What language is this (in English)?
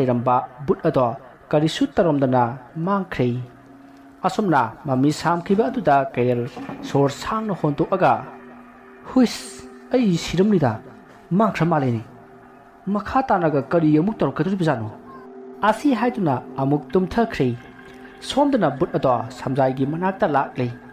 Manipuri